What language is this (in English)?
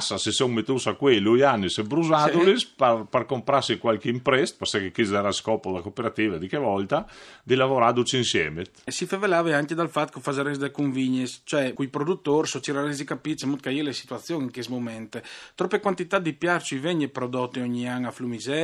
Friulian